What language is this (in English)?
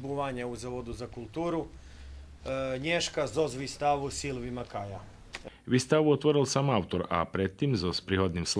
Rusyn